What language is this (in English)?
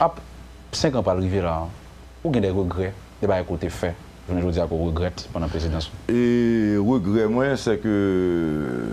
Haitian Creole